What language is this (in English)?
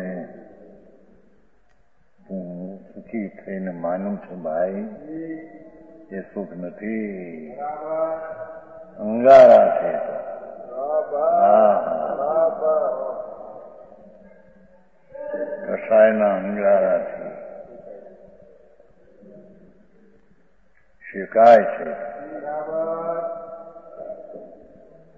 Gujarati